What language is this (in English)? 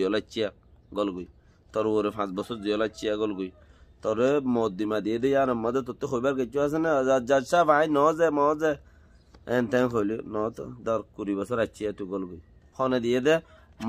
Rohingya